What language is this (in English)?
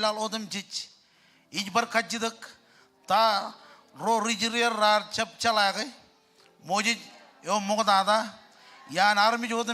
Marshallese